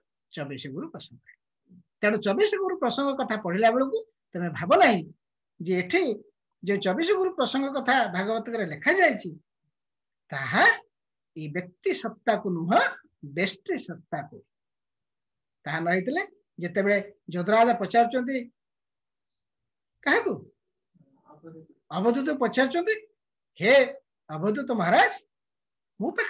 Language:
Odia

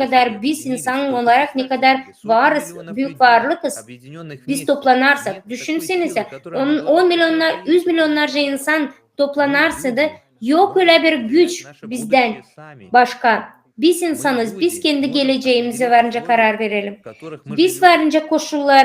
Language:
Gagauz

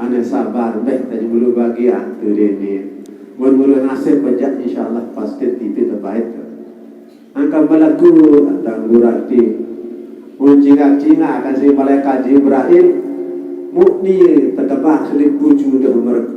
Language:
Sasak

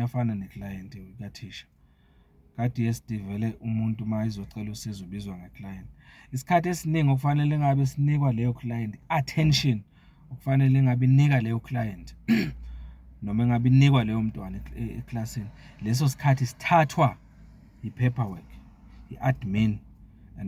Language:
Zulu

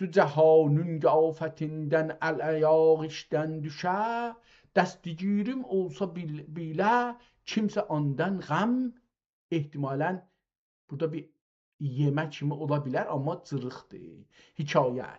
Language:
South Azerbaijani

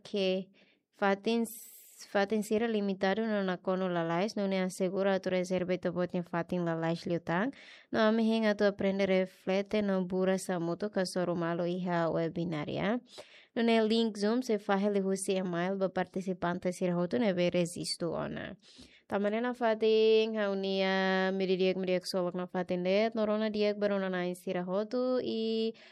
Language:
Tetum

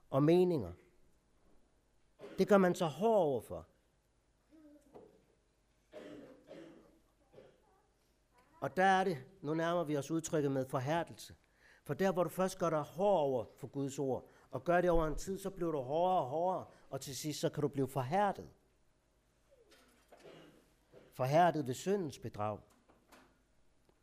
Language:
Danish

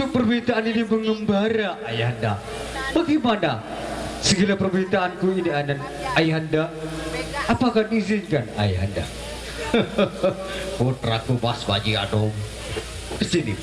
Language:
Sasak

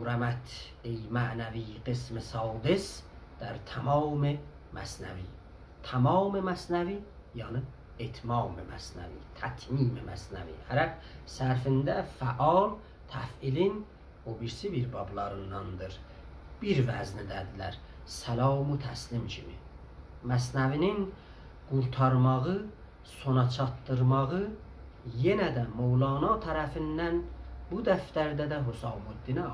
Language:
South Azerbaijani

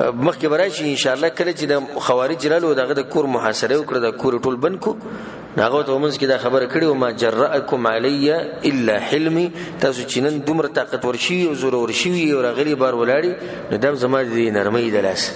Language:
Pashto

